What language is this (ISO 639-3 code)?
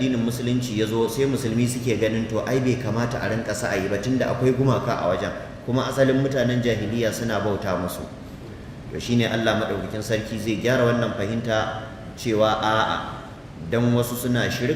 hau